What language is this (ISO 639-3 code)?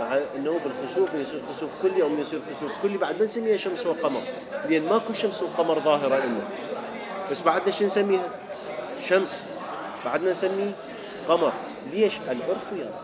acm